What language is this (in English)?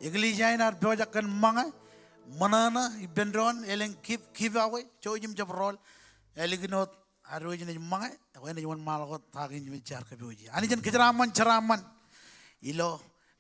Marshallese